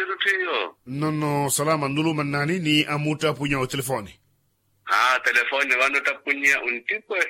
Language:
Makhuwa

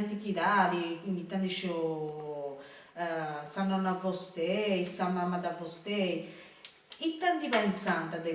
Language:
Sardinian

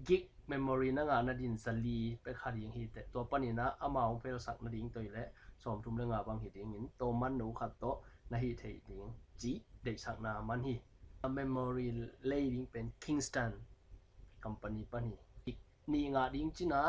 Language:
Tedim Chin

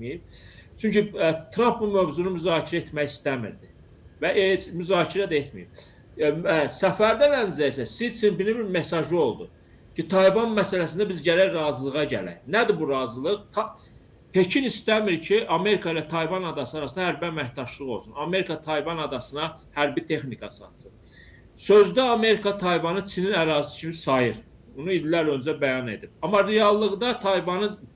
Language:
Azerbaijani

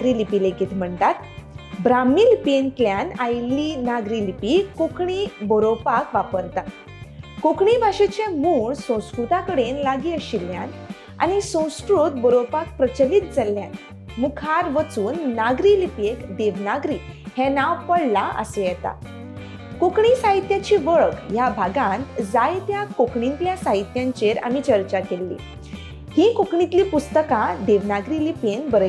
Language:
Konkani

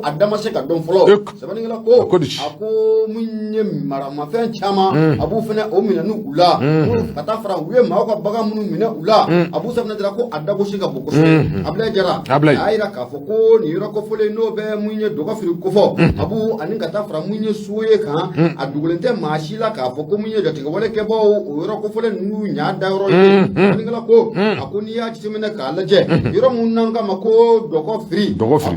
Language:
Bambara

